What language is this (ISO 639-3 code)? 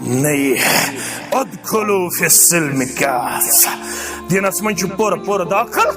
kas